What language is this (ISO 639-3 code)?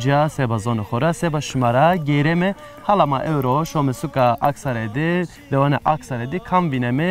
zza